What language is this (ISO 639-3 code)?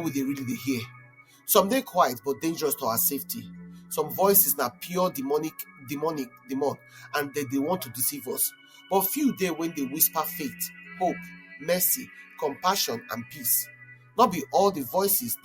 pcm